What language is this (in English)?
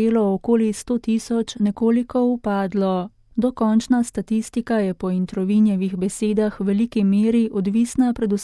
Slovenian